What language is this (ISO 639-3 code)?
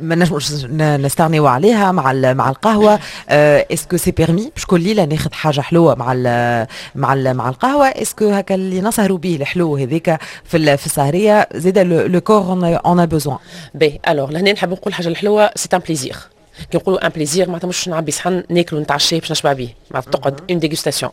aeb